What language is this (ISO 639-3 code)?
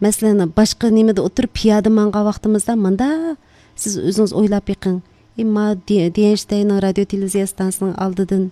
uig